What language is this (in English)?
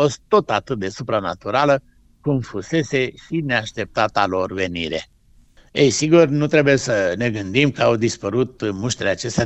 Romanian